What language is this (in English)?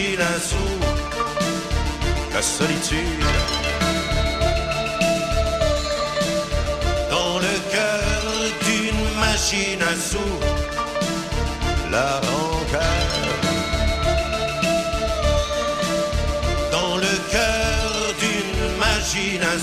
French